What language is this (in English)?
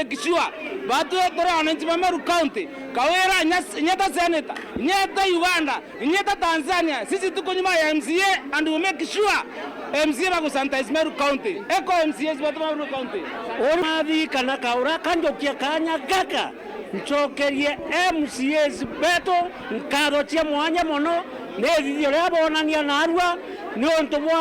Meru